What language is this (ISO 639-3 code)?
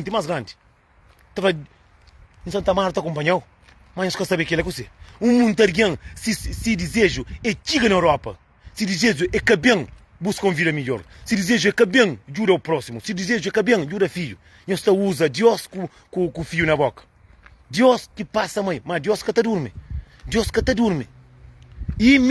kea